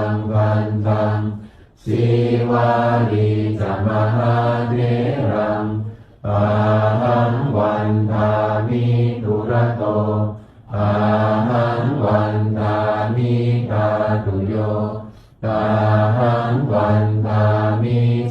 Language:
Pali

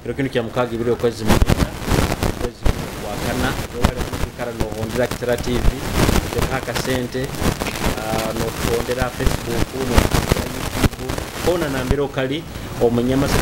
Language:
Nyoro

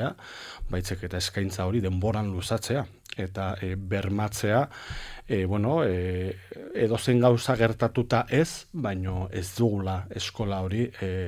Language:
Basque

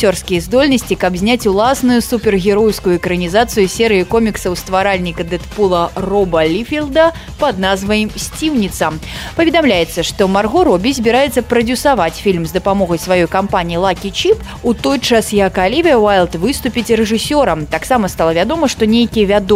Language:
Belarusian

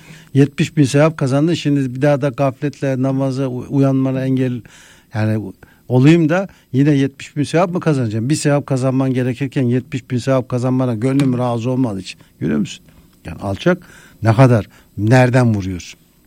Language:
Turkish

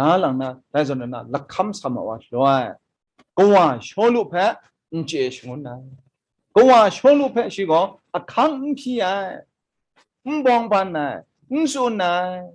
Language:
Kachin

